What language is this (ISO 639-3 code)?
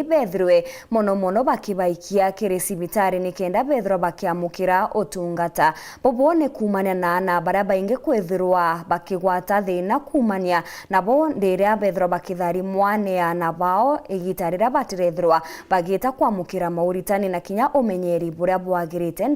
mer